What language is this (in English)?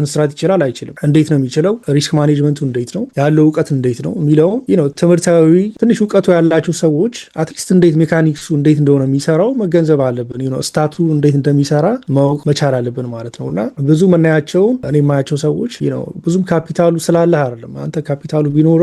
Amharic